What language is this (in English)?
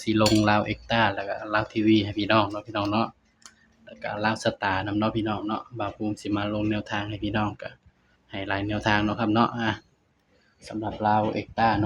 Northeastern Thai